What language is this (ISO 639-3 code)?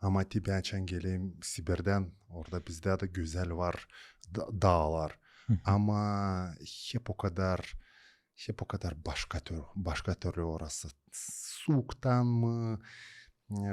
gag